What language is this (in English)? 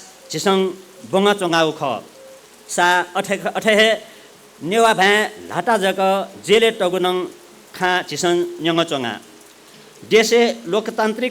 Newari